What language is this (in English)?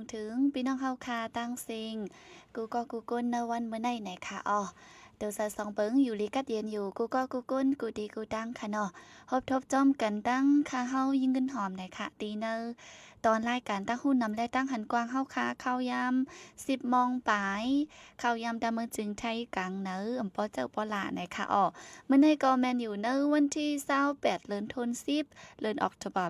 Shan